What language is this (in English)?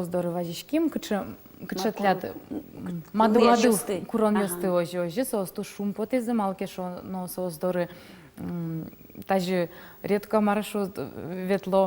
Udmurt